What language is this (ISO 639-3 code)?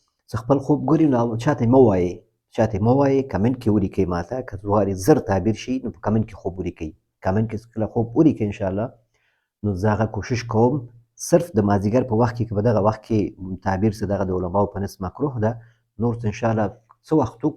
pus